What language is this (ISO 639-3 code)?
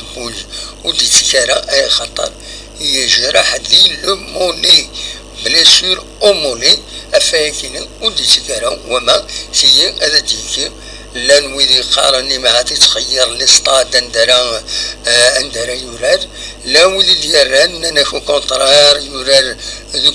kab